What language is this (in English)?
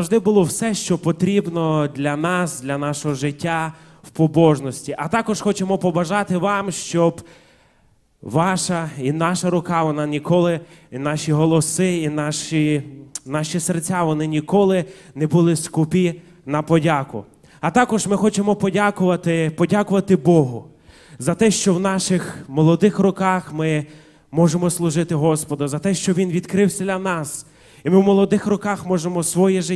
Ukrainian